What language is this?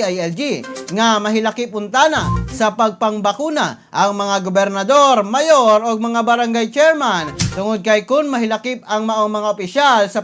Cebuano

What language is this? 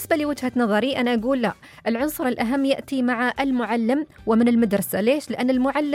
Najdi Arabic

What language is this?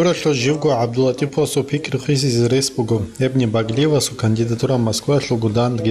Avaric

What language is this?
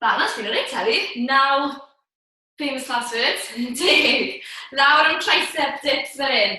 Welsh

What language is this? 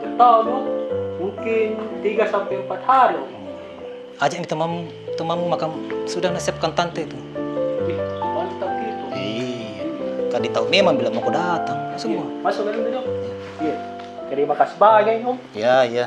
Makassar Malay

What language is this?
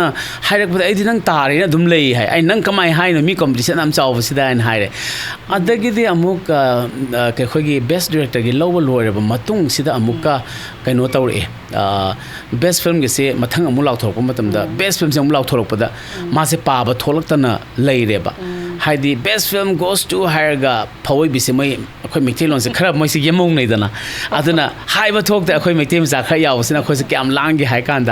Manipuri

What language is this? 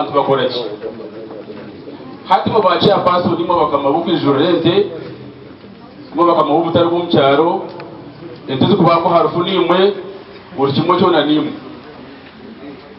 Kinyarwanda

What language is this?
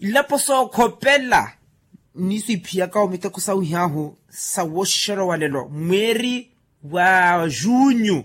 Makhuwa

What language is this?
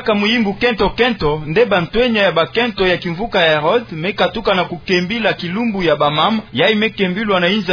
Kituba (Democratic Republic of Congo)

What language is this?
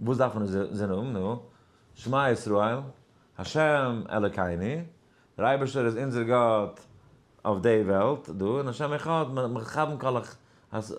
Yiddish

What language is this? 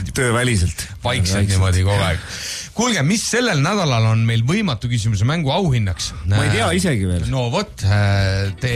Estonian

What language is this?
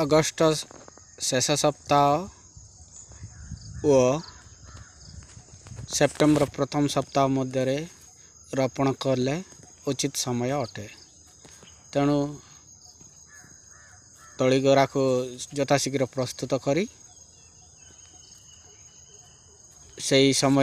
Odia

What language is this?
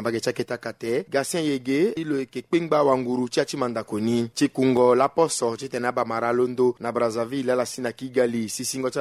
Sango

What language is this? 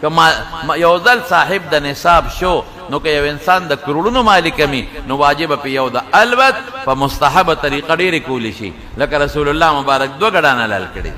Pashto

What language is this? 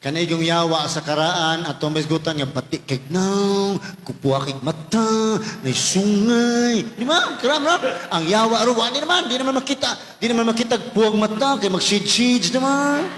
Cebuano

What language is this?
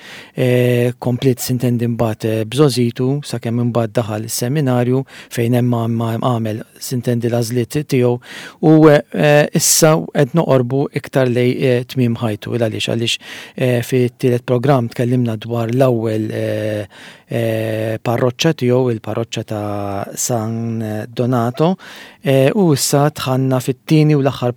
Maltese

